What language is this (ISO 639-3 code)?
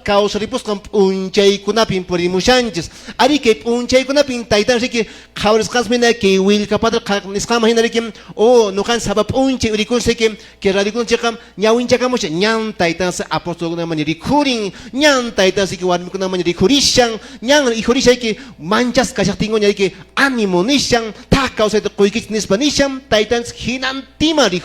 que